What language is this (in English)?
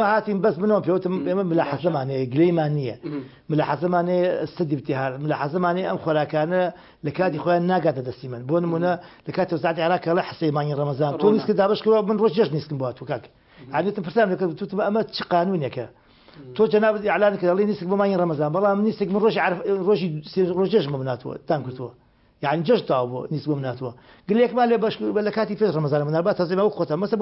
Central Kurdish